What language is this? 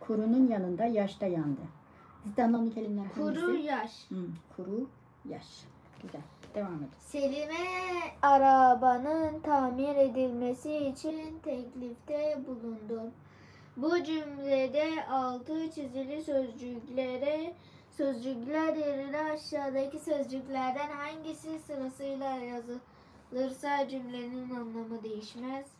Uyghur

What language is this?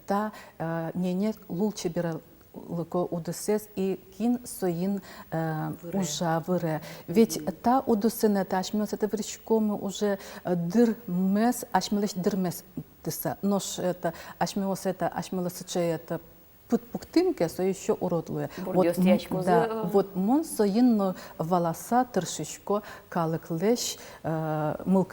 Udmurt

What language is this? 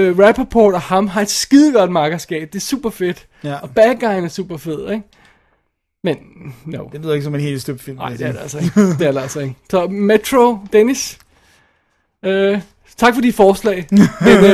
Danish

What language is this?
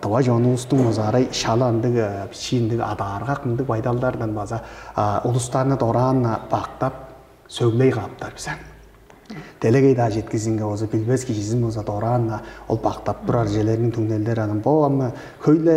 Tuvinian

